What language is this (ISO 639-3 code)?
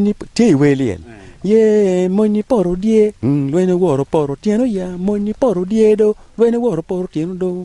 ach